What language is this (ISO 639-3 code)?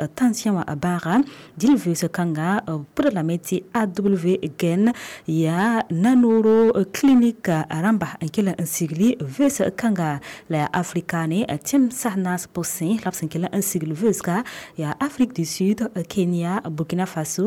mos